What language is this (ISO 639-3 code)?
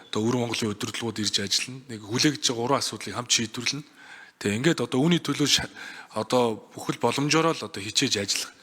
mon